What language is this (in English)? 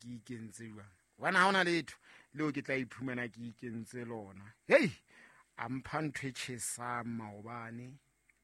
Southern Sotho